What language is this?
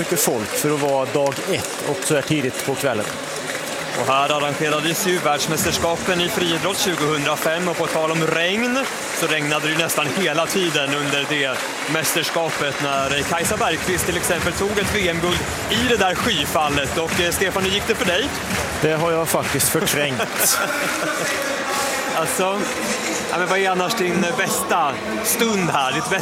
Swedish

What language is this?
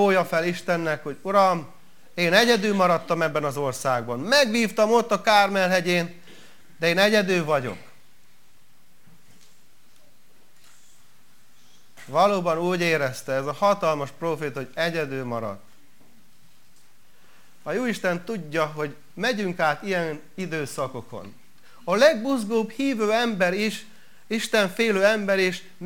Hungarian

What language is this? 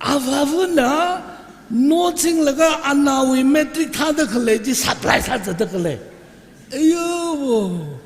Tangkhul Naga (India)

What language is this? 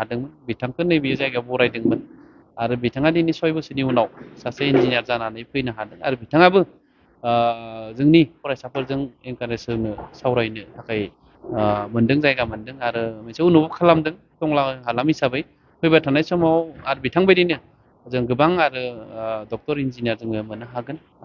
Bodo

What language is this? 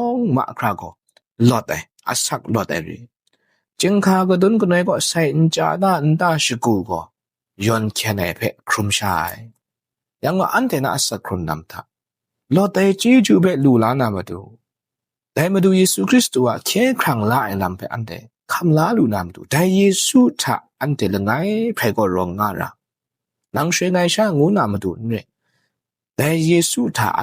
Kachin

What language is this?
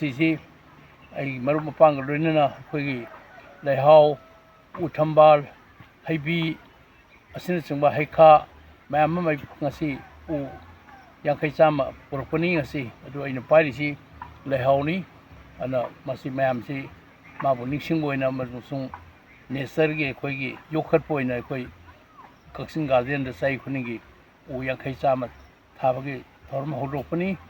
Manipuri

